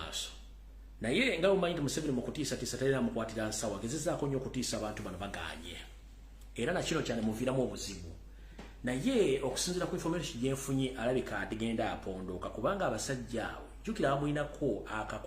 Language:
Ganda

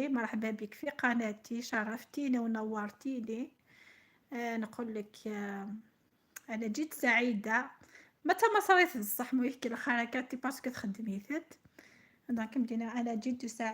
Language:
Algerian Arabic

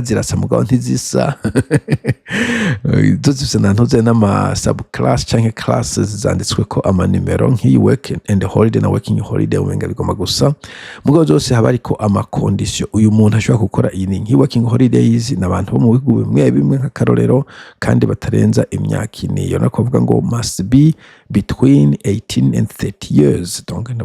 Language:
Rundi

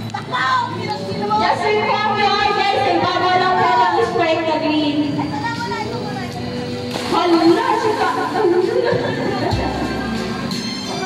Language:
Filipino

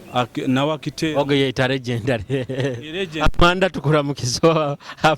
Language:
Nyoro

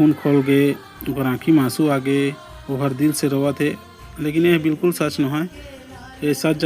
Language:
Chhattisgarhi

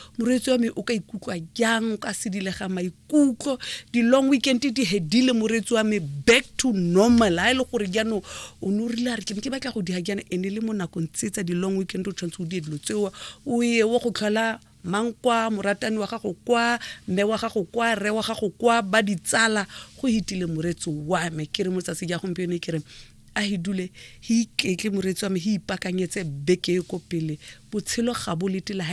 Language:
Tswana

